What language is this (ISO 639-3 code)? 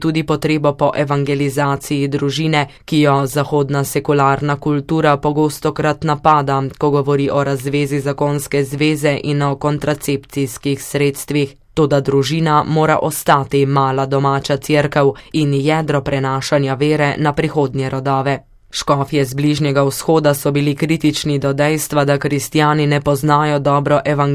slv